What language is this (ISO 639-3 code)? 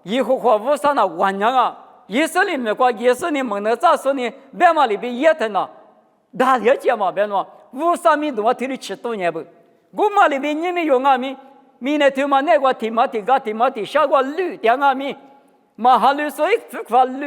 lis